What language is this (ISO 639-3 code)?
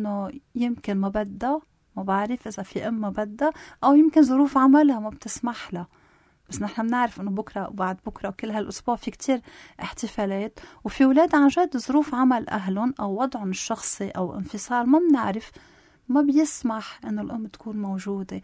apc